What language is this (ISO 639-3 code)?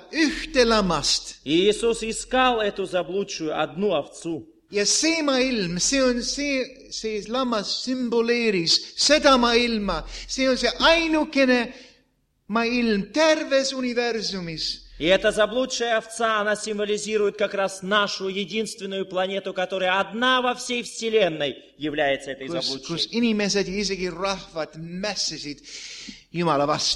est